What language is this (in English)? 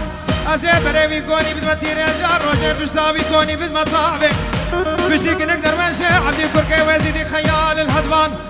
Kurdish